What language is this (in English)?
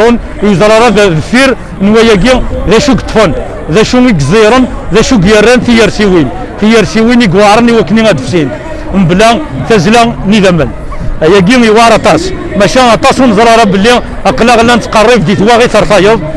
Kabyle